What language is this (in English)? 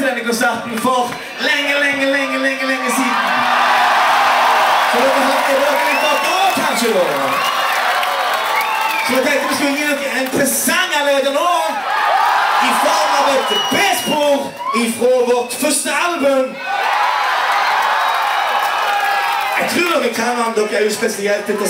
Norwegian